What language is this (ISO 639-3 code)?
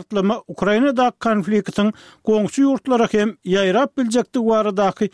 tuk